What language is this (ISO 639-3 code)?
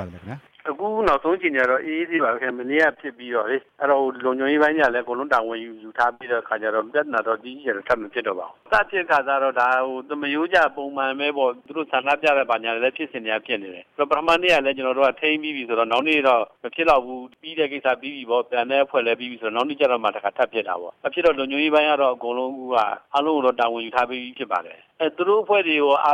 mya